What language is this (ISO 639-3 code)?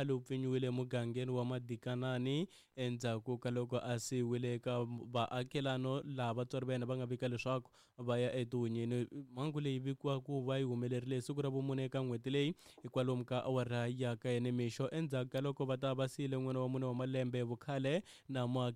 tso